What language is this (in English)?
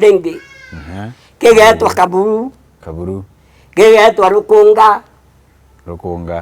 Meru